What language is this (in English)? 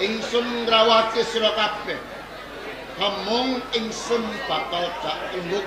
Javanese